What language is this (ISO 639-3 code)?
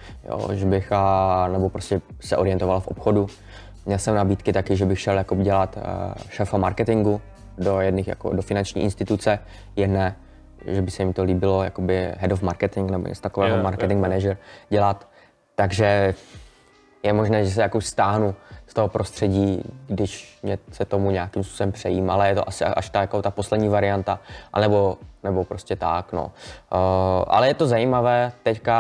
ces